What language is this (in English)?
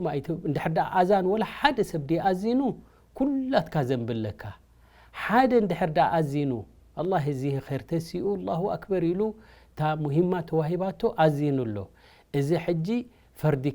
Tigrinya